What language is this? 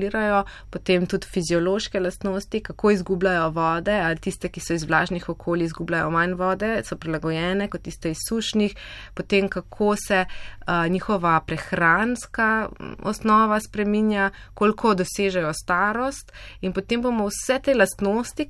Slovenian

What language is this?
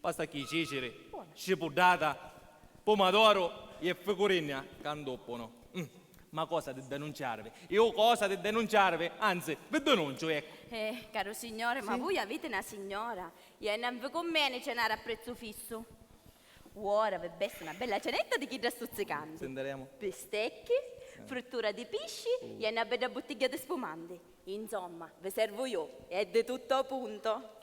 Sicilian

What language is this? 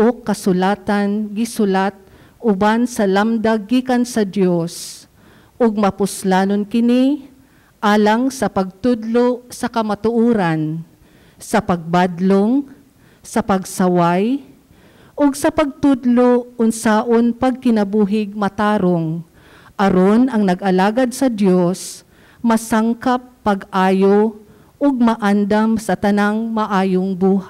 Cebuano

